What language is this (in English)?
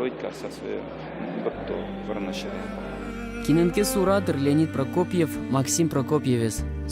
Udmurt